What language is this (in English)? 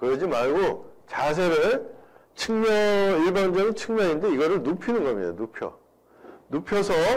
Korean